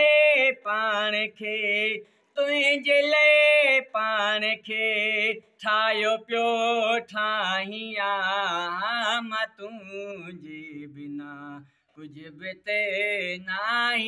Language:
Sindhi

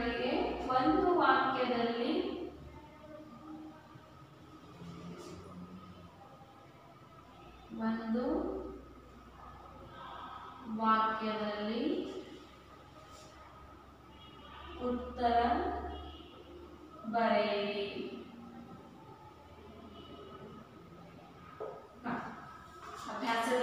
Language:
Kannada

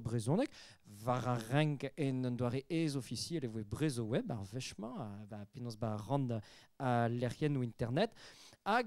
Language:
Breton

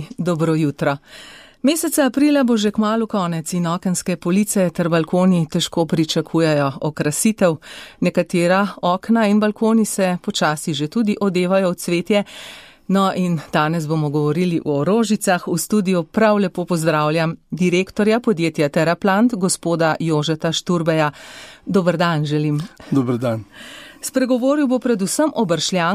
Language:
Slovenian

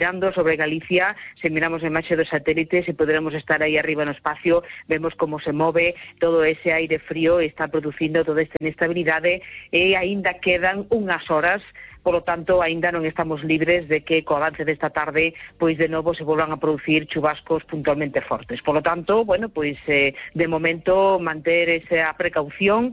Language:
Galician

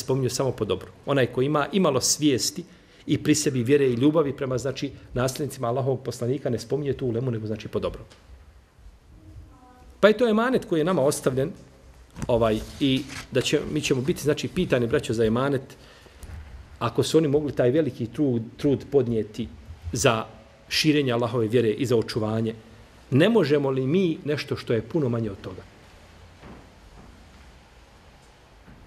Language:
Bosnian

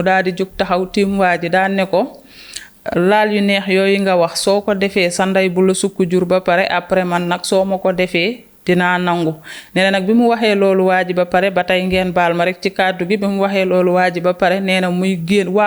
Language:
Wolof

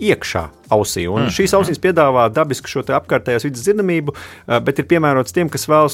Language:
Latvian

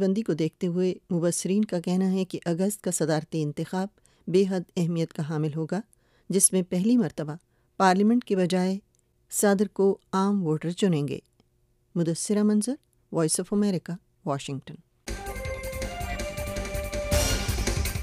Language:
Urdu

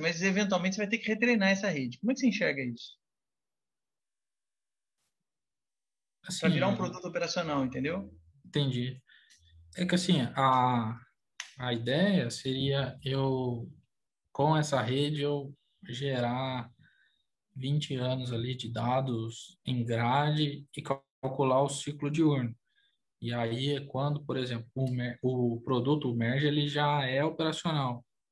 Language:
Portuguese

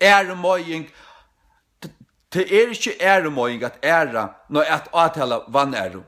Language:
Faroese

